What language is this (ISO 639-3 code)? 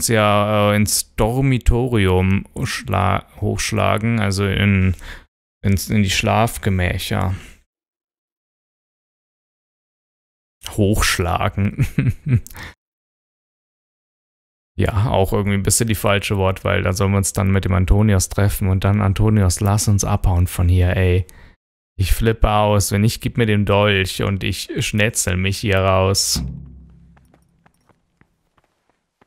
deu